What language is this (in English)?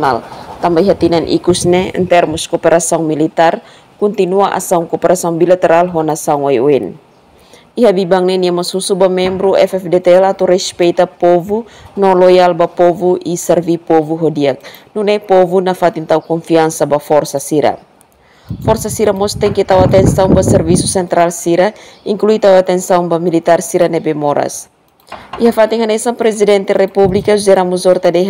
Tetum